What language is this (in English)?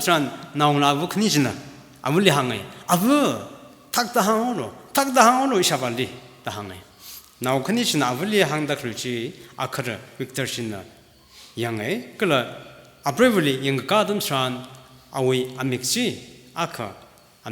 Tangkhul Naga (India)